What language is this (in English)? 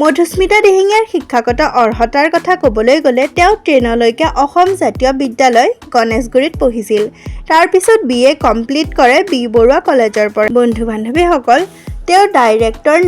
Assamese